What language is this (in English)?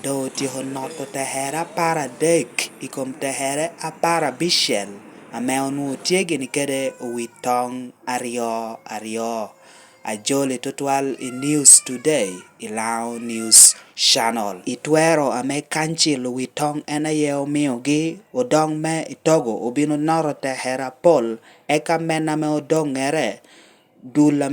Lango (Uganda)